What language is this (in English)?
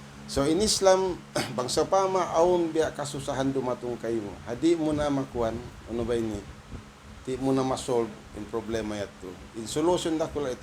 Tausug